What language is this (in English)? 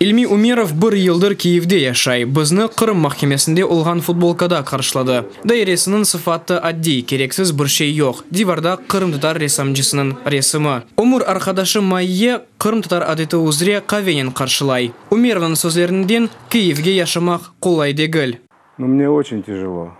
Crimean Tatar